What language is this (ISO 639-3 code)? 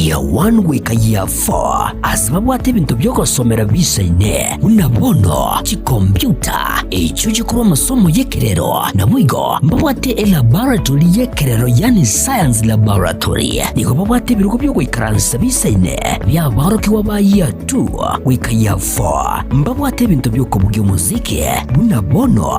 guz